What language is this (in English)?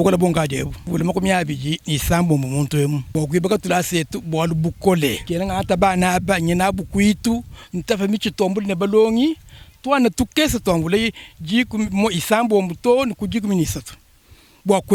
Luba-Lulua